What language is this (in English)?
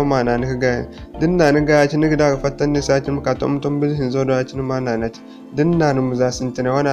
Zarma